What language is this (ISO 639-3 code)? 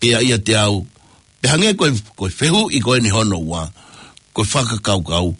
ton